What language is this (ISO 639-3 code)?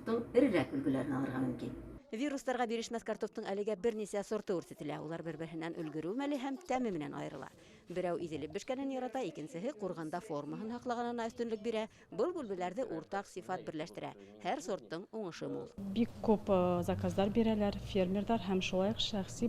bak